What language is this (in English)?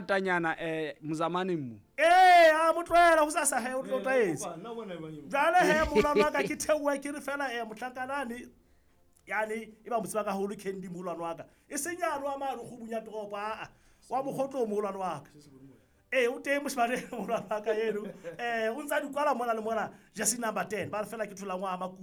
Southern Sotho